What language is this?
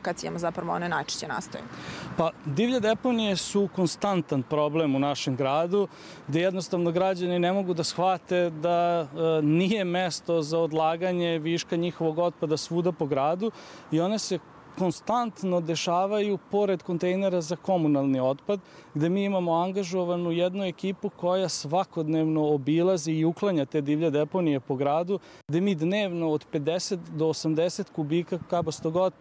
Serbian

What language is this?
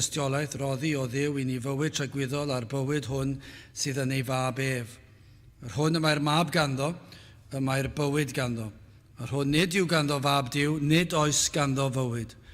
Welsh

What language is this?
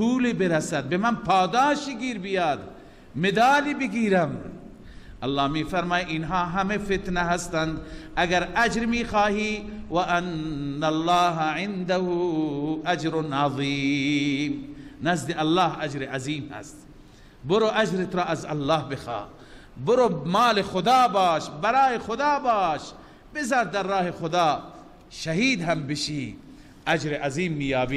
Persian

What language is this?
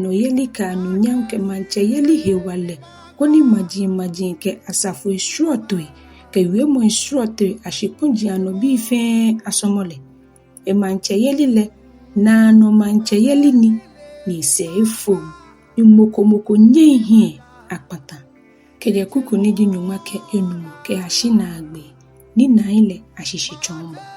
Ga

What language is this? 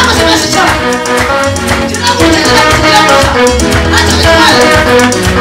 Kinyarwanda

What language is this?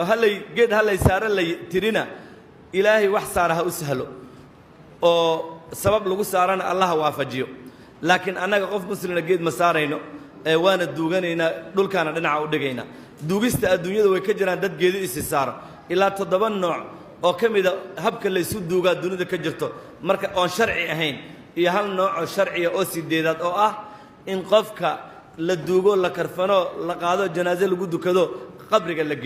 Somali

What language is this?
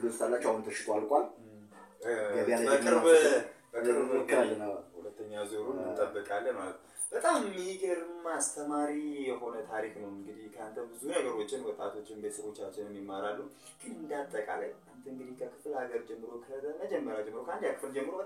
Amharic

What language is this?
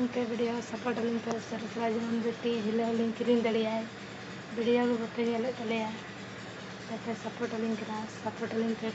Santali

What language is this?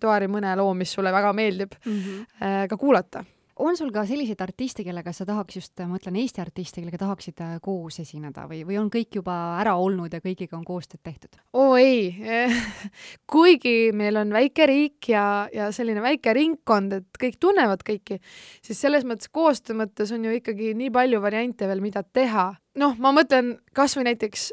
Estonian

